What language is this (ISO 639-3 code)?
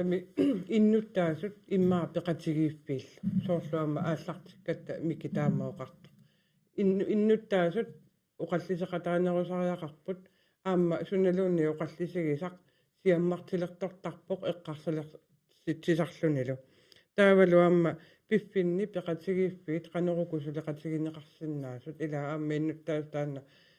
kal